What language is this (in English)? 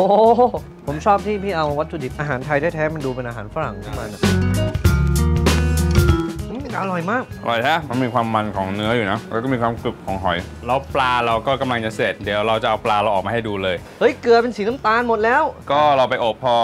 Thai